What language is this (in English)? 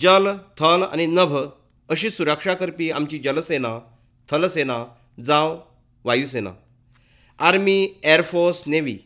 Konkani